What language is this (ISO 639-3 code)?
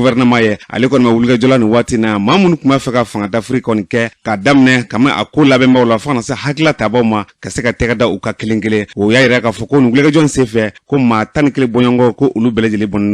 bam